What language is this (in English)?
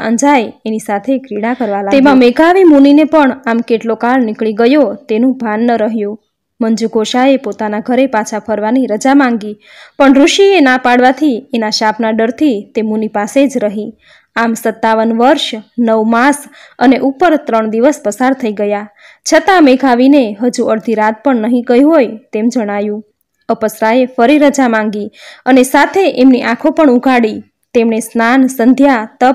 Gujarati